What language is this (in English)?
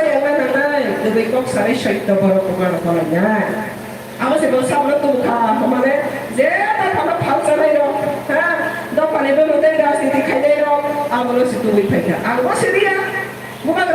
Kok Borok